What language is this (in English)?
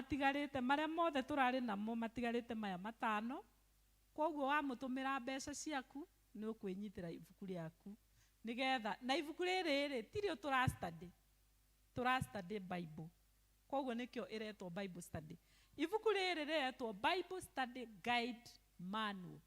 Kikuyu